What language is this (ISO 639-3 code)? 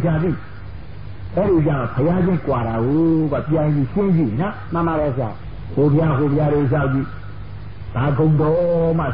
mya